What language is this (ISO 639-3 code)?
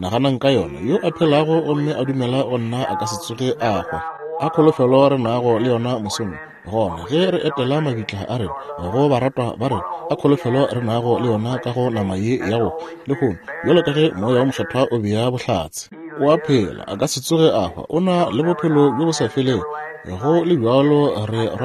nso